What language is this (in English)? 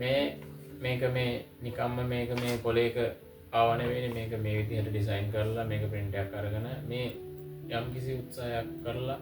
Sinhala